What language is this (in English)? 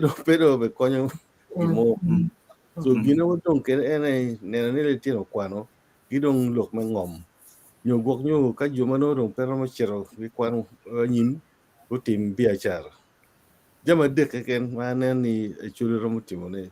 Acoli